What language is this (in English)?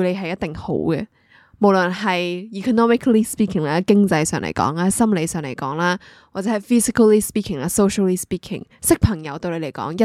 Cantonese